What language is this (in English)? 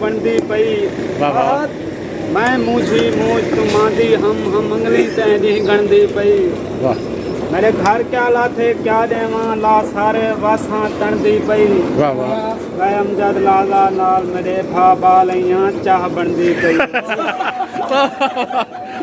Saraiki